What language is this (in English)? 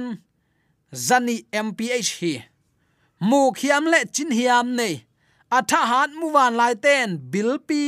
Tedim Chin